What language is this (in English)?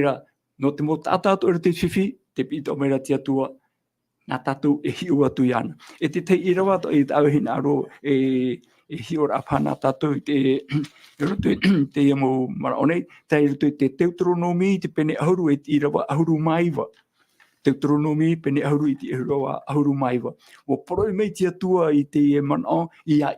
Tahitian